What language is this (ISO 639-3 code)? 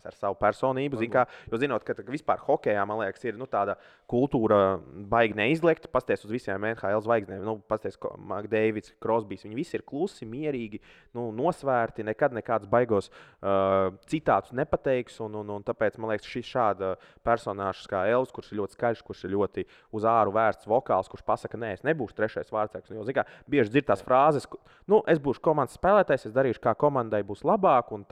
lav